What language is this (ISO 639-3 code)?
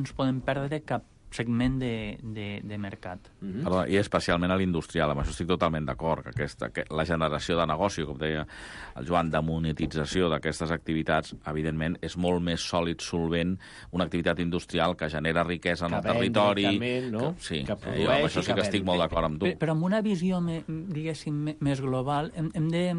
cat